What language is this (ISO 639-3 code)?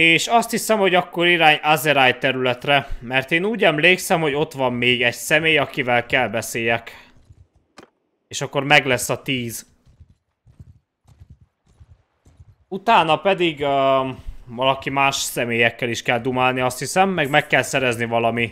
hun